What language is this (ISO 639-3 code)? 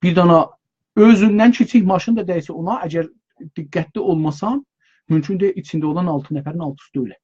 azb